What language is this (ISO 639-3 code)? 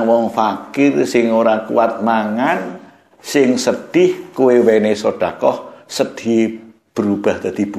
jav